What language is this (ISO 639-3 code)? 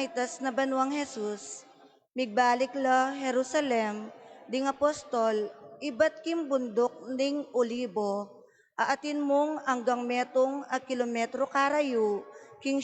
pam